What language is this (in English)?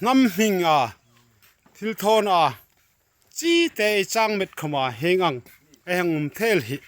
Hmar